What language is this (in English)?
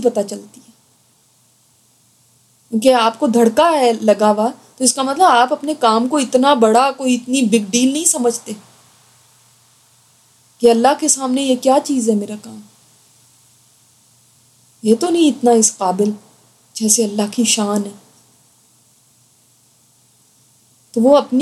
Urdu